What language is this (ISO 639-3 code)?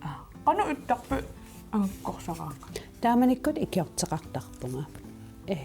kal